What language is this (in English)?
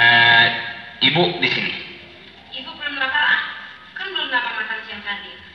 Minangkabau